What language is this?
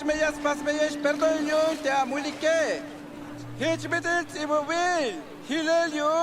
Tzeltal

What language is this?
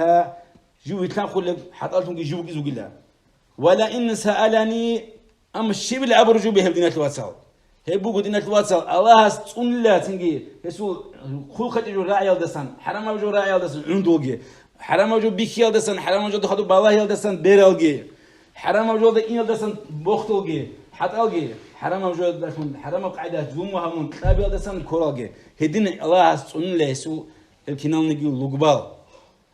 Avaric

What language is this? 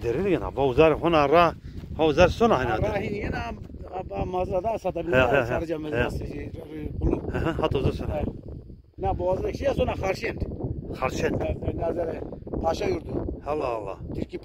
Zaza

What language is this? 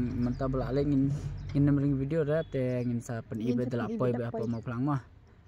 Khasi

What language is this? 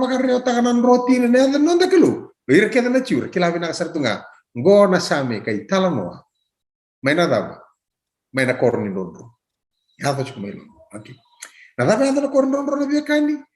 Fijian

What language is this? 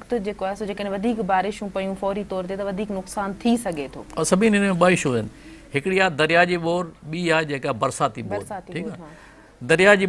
Sindhi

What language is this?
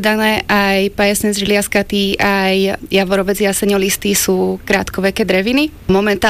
Slovak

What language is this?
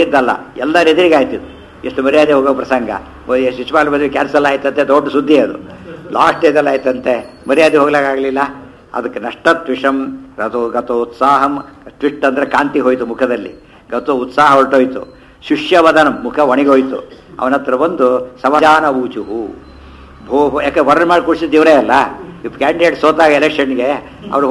Kannada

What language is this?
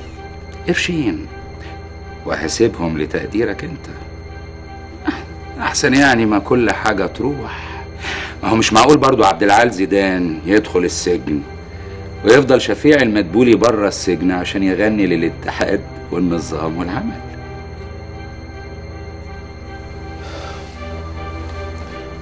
Egyptian Arabic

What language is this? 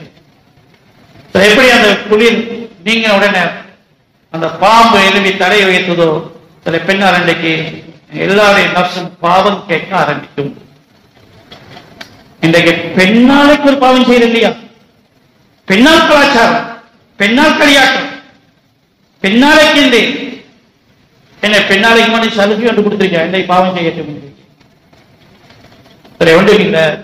Tamil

